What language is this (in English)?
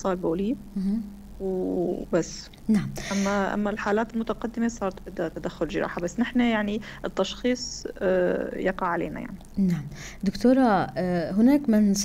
North Levantine Arabic